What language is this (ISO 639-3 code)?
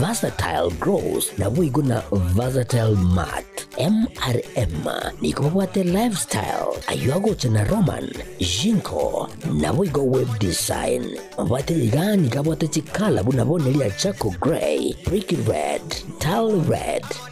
guz